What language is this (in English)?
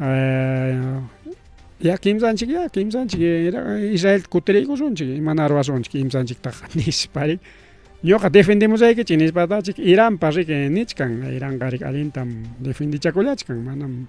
Ayacucho Quechua